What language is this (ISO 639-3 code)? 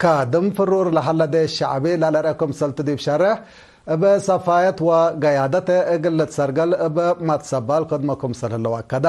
tig